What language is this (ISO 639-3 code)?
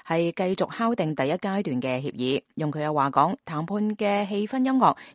yue